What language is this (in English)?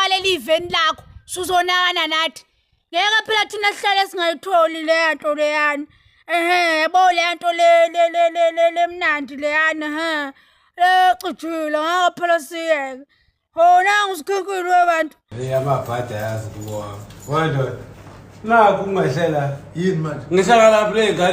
Zulu